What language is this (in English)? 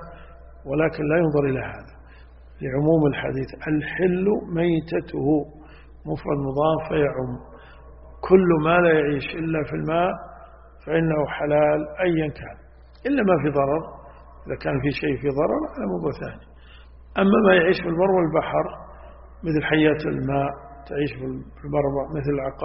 Arabic